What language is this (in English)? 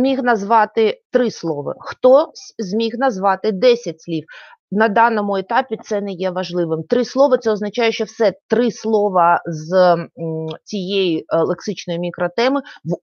Ukrainian